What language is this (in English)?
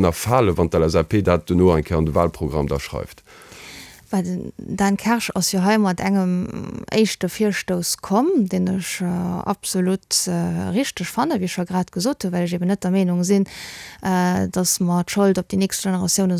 Luxembourgish